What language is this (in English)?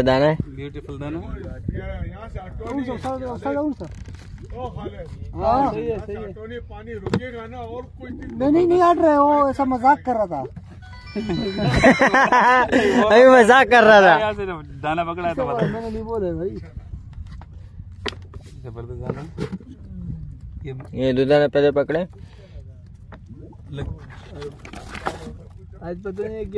Hindi